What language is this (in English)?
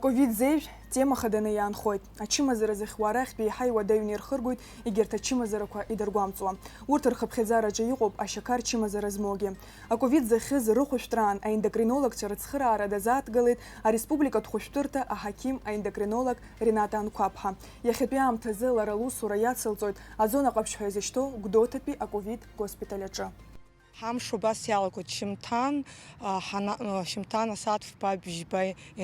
Abkhazian